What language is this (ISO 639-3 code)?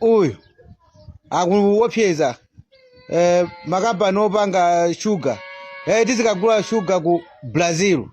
nya